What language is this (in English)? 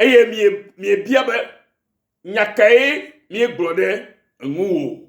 Ewe